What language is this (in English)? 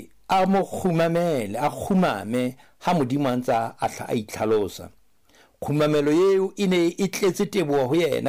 Southern Sotho